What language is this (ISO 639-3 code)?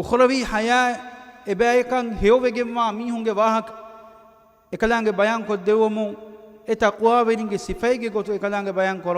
div